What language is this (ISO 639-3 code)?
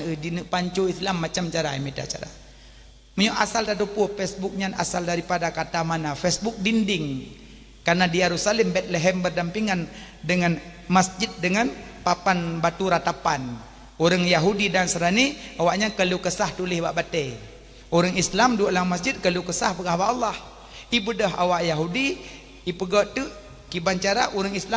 ace